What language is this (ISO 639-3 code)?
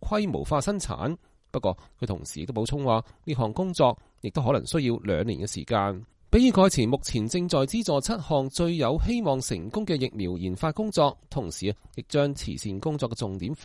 yue